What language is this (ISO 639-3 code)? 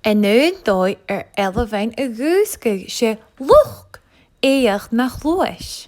gla